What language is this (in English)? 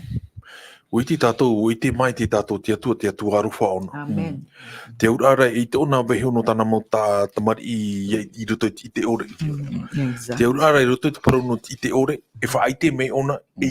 Tahitian